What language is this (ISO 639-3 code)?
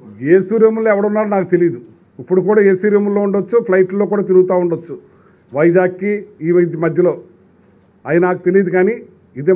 tel